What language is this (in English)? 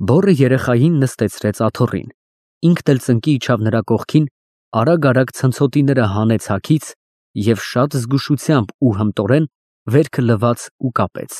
Armenian